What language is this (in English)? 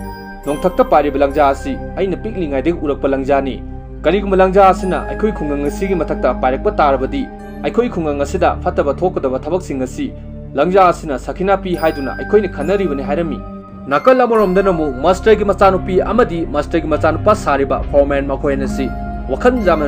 Manipuri